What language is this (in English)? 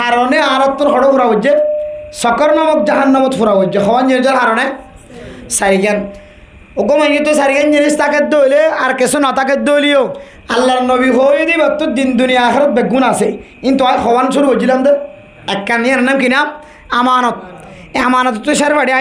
Rohingya